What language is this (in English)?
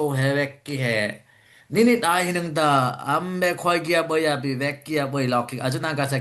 Dimasa